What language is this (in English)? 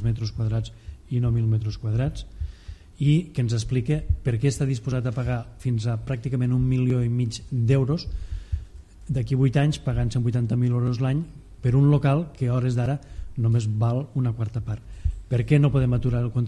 Catalan